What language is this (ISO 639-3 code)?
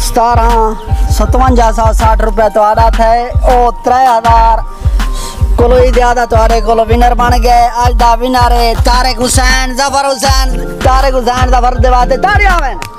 skr